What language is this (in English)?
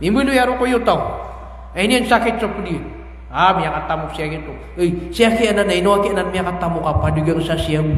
Maranao